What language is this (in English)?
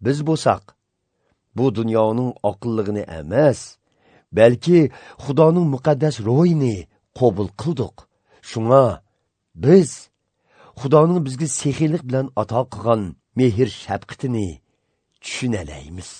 Uyghur